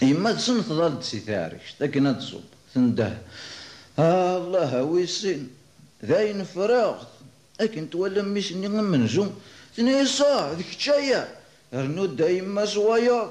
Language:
Kabyle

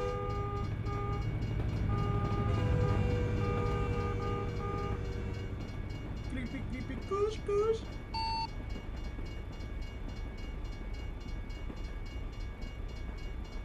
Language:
Spanish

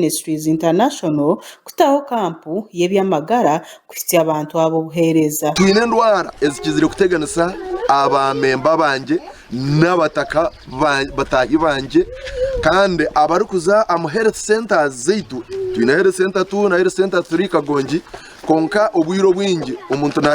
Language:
Nyankole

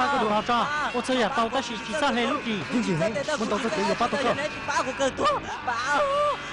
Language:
Hmong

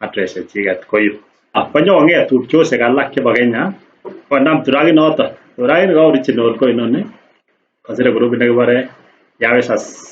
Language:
Kalenjin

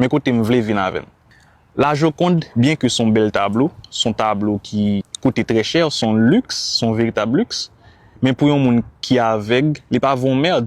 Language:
Haitian Creole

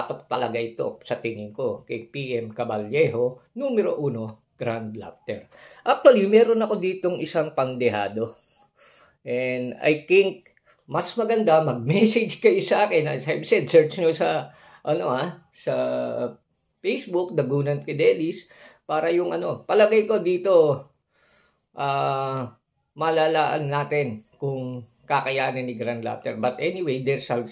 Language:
Filipino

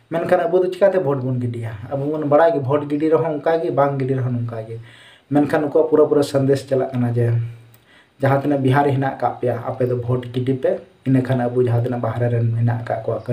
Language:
Santali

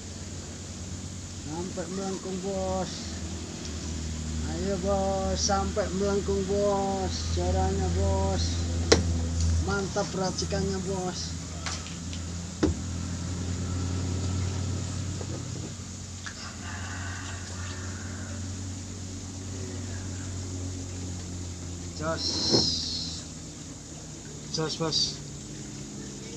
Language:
Indonesian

